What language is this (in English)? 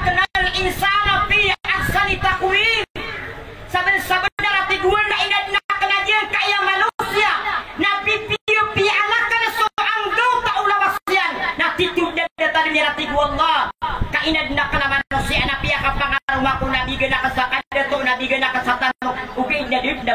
Maranao